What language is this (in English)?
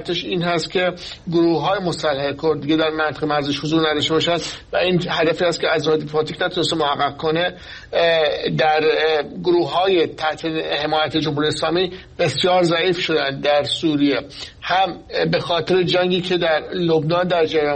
Persian